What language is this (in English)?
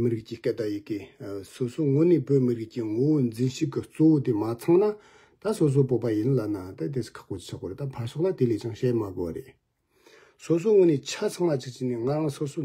Tibetan